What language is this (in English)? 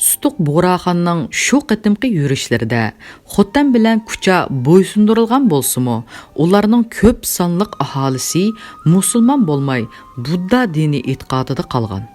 Uyghur